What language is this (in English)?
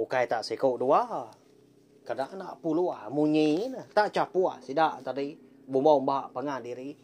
Iban